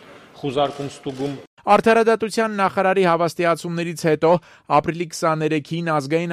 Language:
Armenian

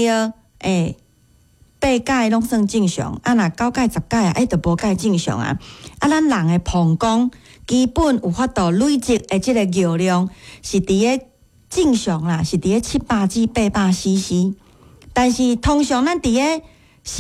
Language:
Min Nan Chinese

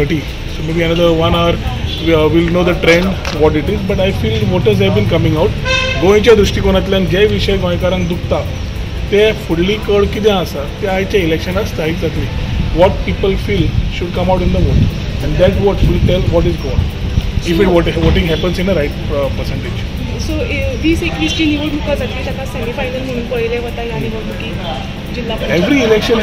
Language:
Konkani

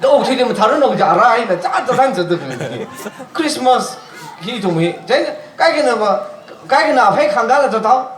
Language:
Tangkhul Naga (India)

